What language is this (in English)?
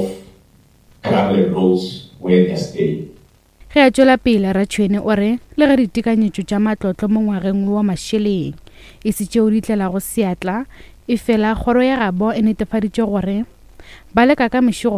Northern Sotho